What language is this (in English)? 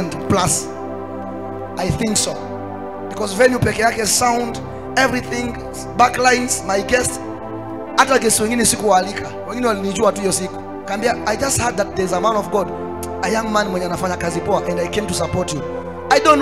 Swahili